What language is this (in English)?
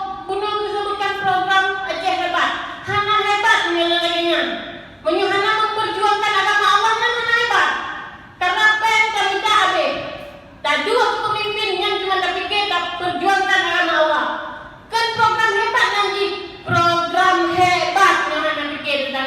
Achinese